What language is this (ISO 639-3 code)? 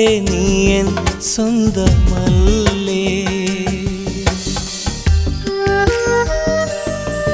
mal